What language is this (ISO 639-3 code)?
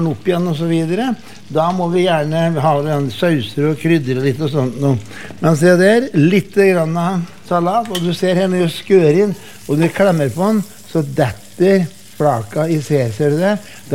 nor